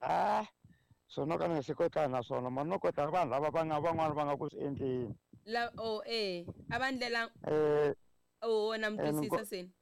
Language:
Tsonga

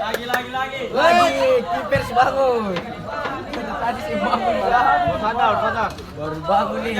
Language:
Ambonese Malay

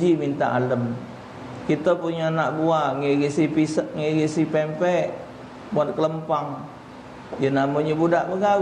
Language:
Musi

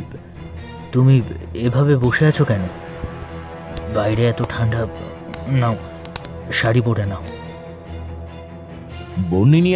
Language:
Bangla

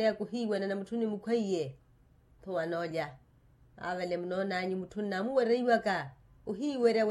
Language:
Makhuwa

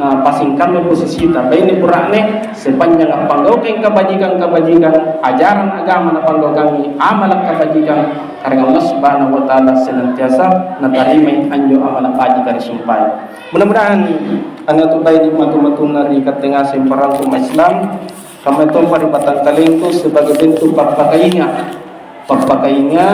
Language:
Makasar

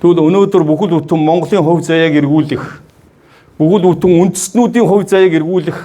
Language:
Mongolian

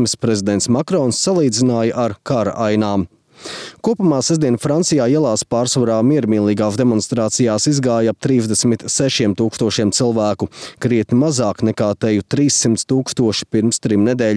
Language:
Latvian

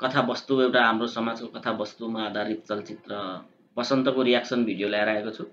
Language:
Nepali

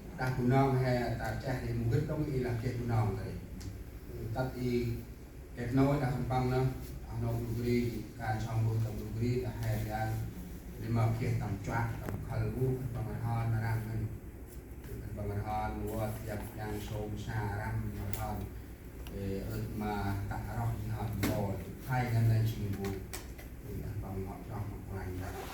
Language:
Central Mnong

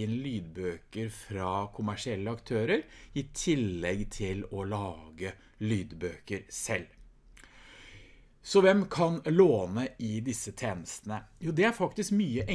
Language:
Norwegian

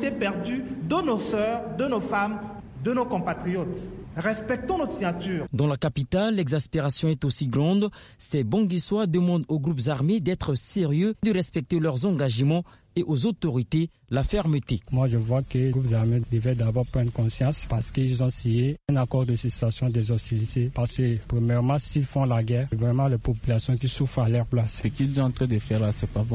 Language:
French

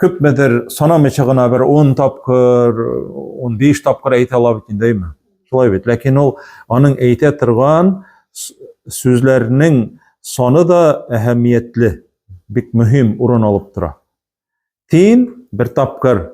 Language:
Tatar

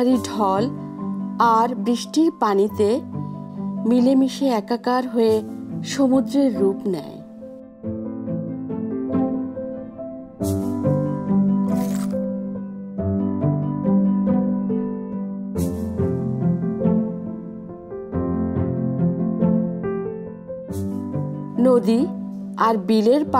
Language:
Bangla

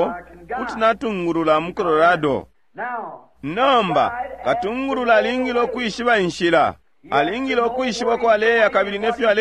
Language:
Bemba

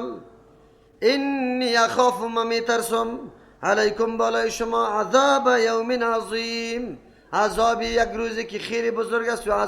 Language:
Persian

